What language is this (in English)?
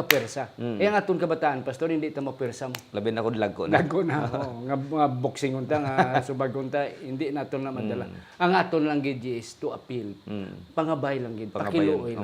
Hiligaynon